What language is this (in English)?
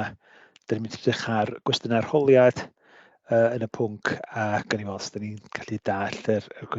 Welsh